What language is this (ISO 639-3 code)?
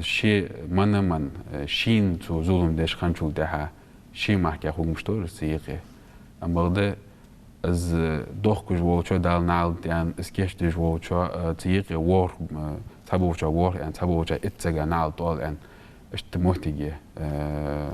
inh